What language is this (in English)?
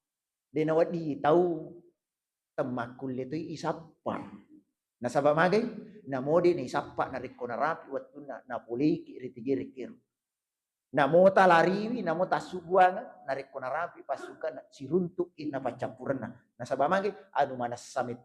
Buginese